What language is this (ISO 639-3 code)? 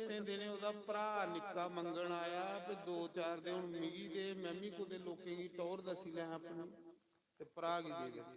doi